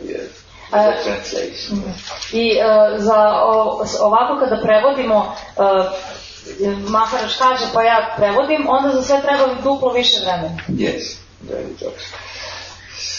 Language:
Serbian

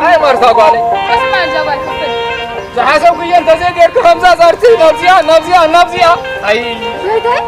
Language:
Tigrinya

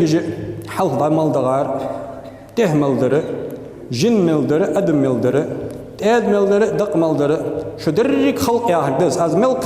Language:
Ingush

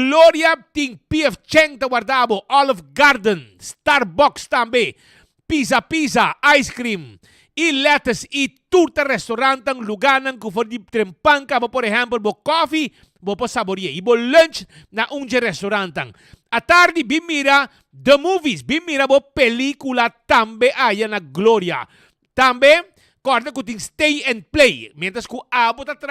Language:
Papiamento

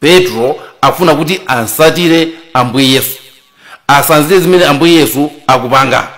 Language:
Nyanja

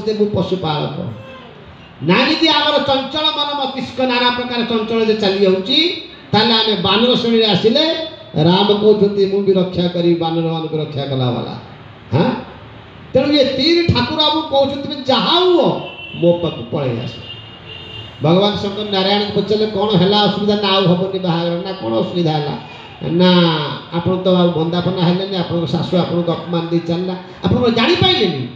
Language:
Odia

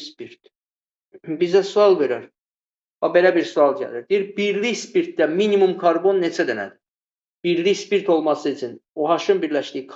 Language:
Azerbaijani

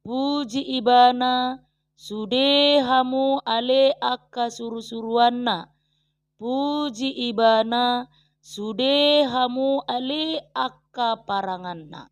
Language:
Batak Toba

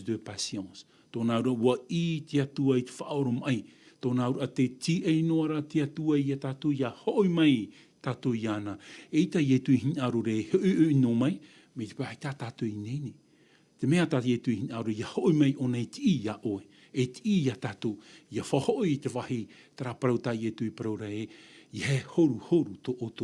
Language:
Tahitian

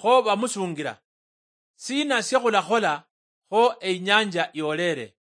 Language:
Luyia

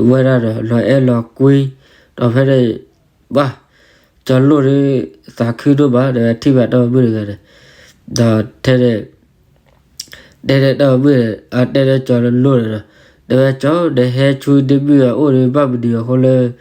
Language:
S'gaw Karen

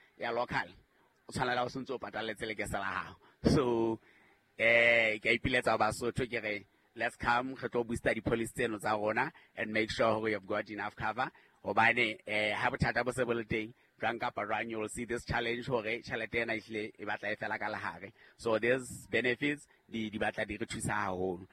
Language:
Southern Sotho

